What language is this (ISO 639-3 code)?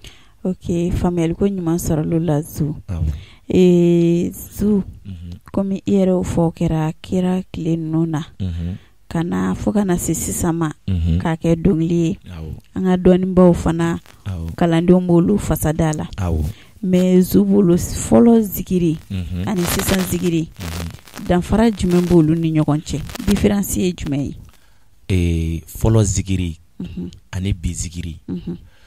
bam